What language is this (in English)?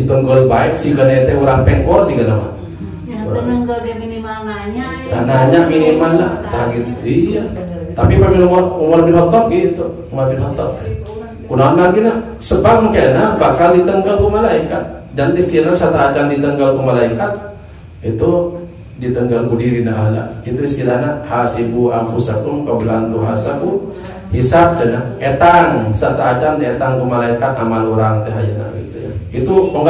Sundanese